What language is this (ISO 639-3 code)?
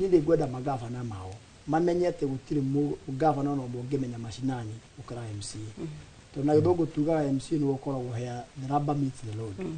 kik